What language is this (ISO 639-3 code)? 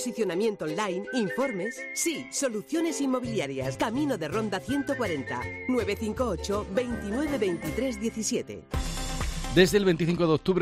spa